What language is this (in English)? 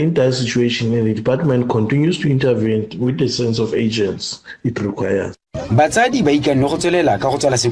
Tswana